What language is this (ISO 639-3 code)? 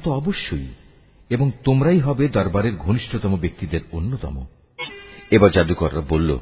ben